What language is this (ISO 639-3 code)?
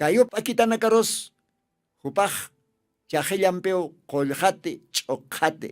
aym